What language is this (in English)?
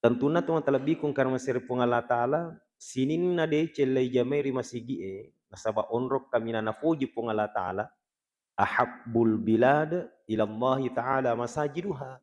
Buginese